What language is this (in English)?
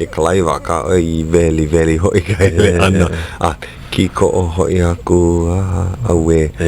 Hawaiian